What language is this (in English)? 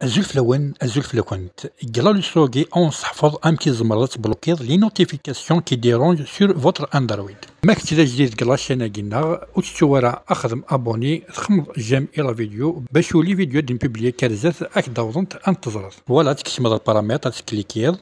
Kabyle